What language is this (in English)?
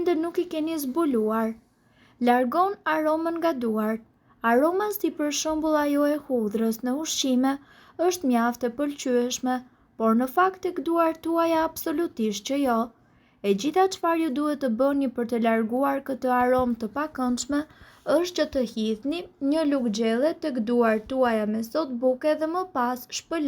Albanian